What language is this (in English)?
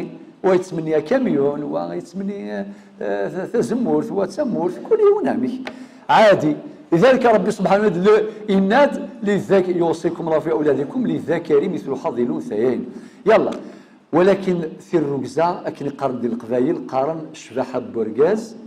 Kabyle